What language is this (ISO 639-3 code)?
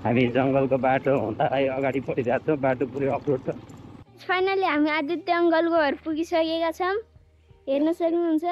nep